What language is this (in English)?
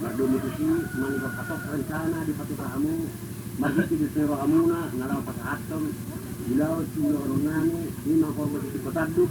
Batak Toba